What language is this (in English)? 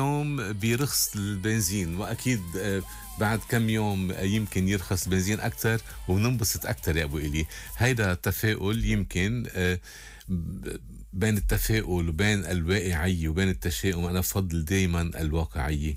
North Levantine Arabic